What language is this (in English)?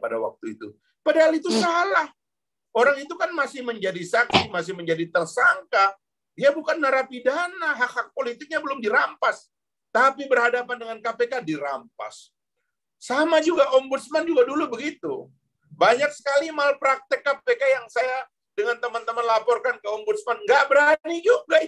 Indonesian